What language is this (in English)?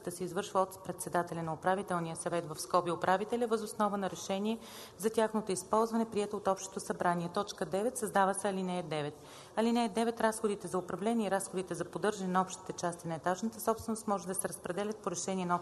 Bulgarian